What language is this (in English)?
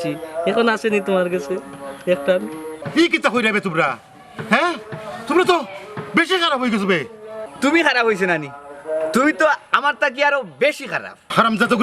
Sylheti